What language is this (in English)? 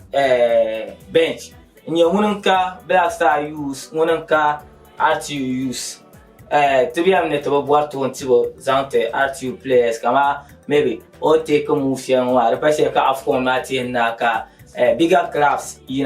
Dagbani